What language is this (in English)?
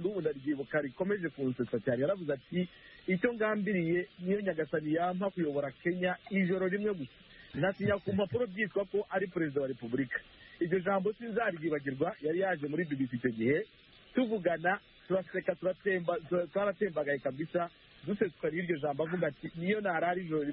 Kinyarwanda